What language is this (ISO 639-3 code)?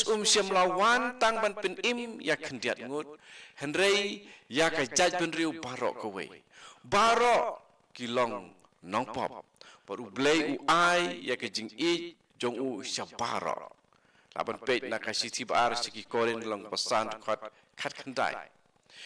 kha